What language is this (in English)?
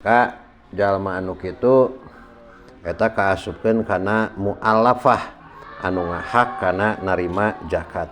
Sundanese